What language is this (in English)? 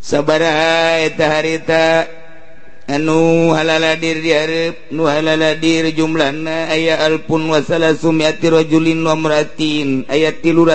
Sundanese